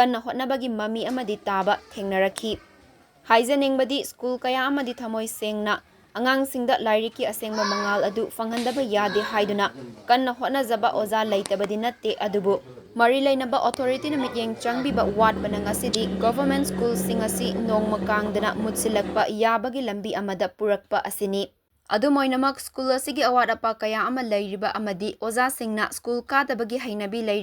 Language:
Manipuri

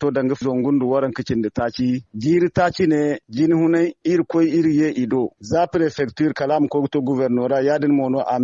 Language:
Zarma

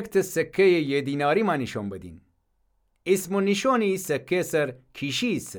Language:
Gilaki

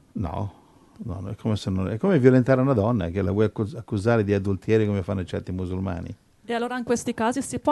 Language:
Italian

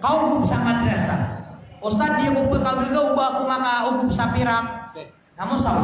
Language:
Maranao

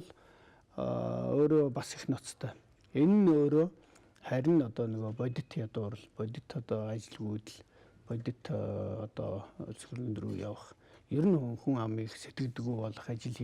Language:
Mongolian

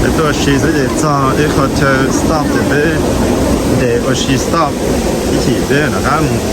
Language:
Hmong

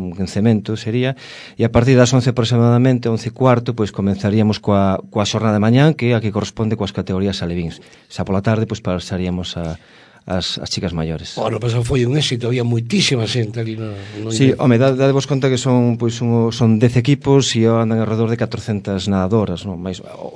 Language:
Galician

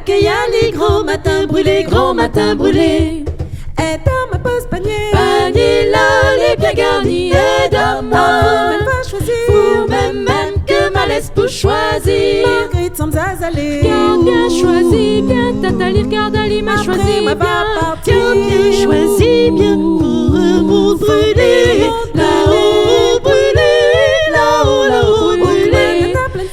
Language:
Réunion Creole French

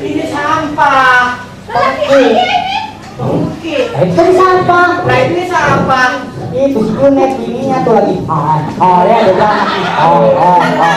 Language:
Betawi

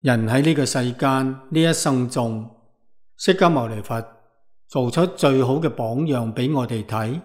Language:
Cantonese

